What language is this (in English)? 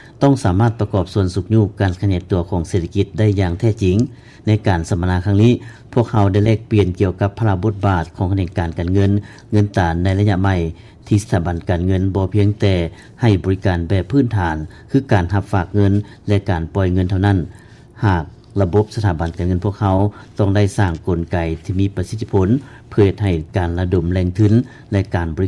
Lao